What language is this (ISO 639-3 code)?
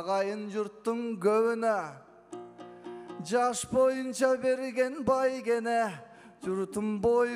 kaz